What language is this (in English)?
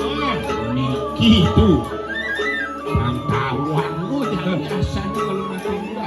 Balinese